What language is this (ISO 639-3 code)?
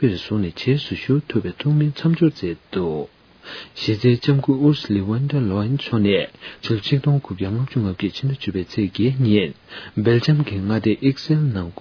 bod